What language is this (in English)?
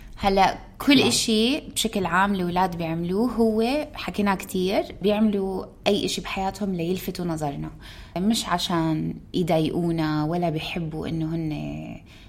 North Levantine Arabic